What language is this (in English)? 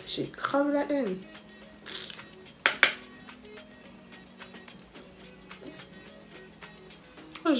French